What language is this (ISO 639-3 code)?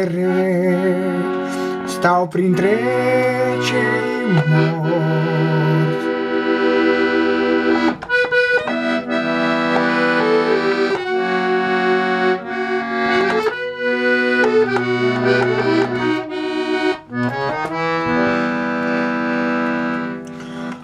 ron